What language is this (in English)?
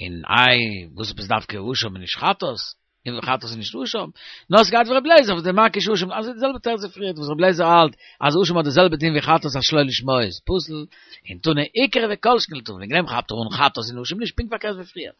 Yiddish